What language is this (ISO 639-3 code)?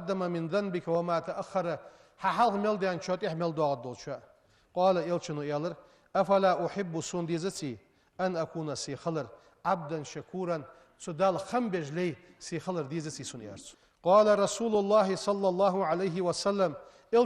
inh